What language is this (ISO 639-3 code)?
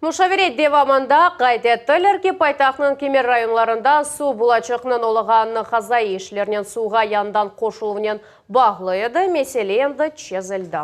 crh